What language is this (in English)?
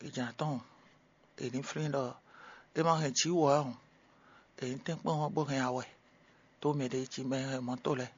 Fon